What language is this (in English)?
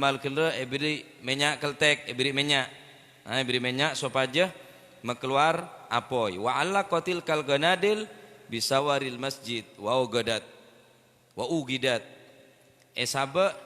Madurese